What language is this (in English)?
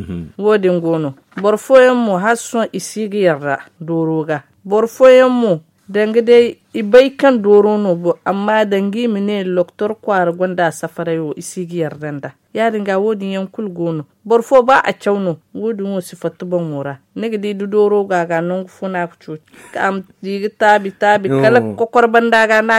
Zarma